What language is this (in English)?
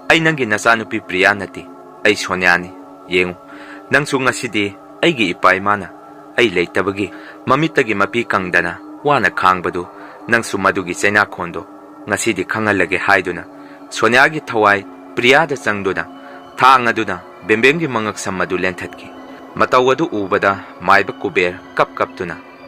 Manipuri